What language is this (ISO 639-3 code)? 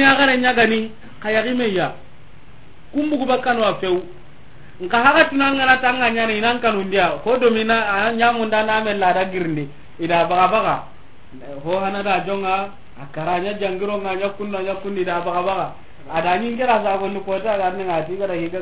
snk